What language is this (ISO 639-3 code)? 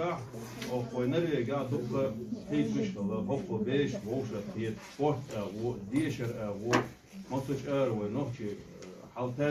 che